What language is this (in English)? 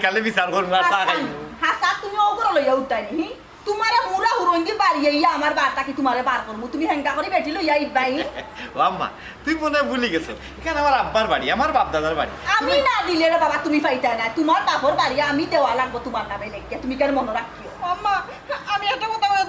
Sylheti